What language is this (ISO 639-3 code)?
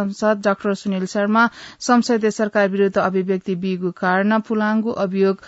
new